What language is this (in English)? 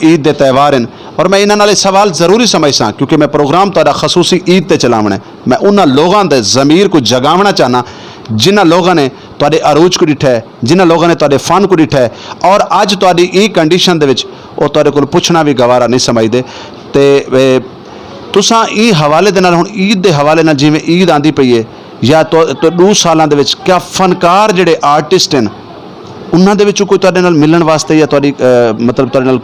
Saraiki